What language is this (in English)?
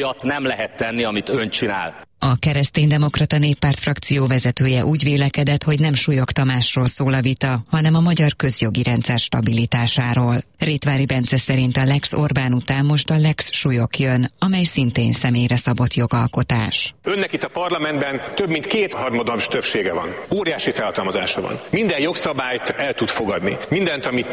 Hungarian